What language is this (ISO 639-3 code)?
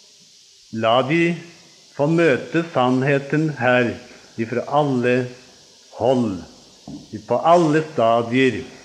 nor